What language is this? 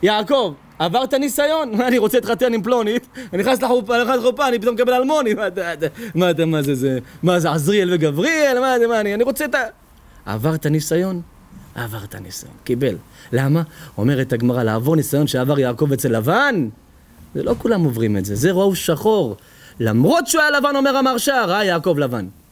Hebrew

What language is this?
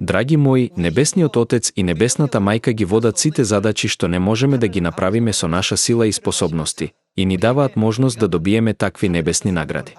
Macedonian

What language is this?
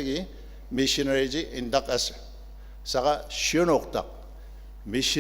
Ao Naga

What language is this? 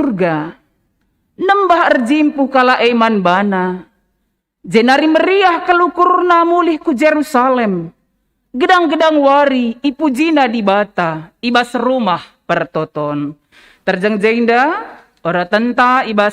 Batak Karo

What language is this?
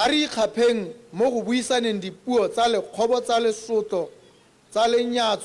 Tswana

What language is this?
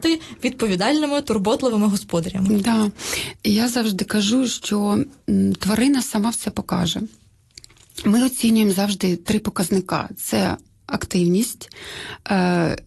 Ukrainian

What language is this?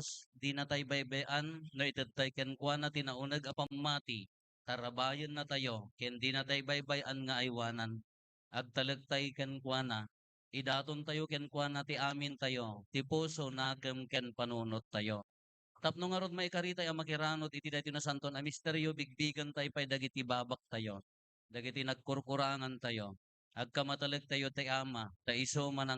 Iloko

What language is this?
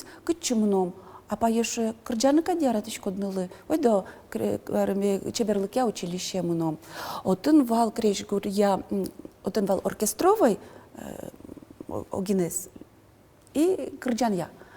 Udmurt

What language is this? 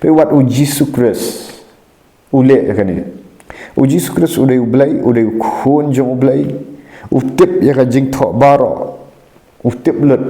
Khasi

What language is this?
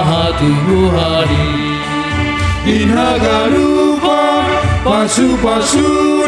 Batak Simalungun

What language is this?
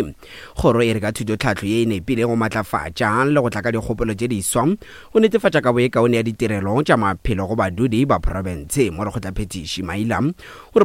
Northern Sotho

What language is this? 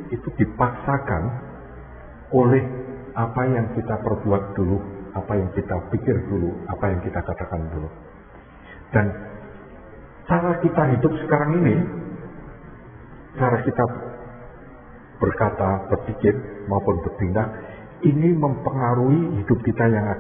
Indonesian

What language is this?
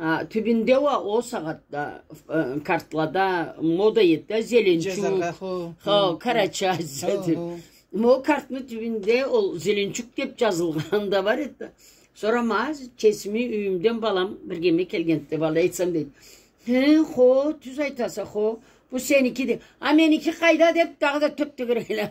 Karachay-Balkar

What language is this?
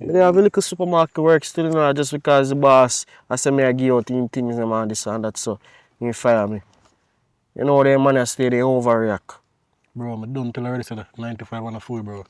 Jamaican Creole English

